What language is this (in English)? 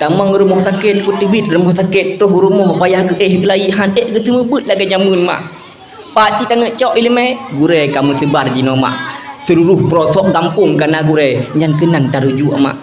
Achinese